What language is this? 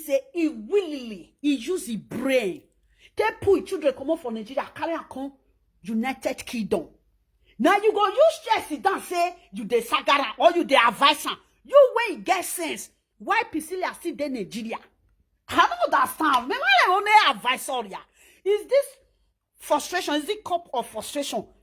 Nigerian Pidgin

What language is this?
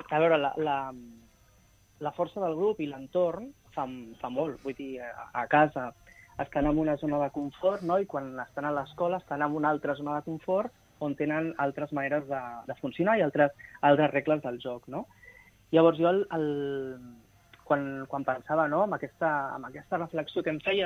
Catalan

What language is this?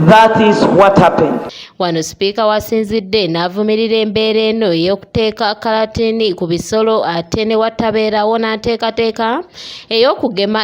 Ganda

